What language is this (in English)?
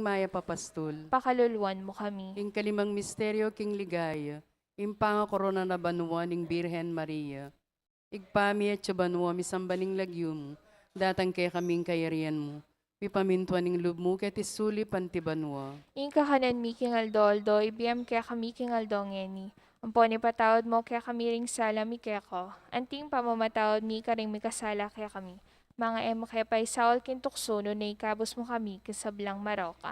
Pampanga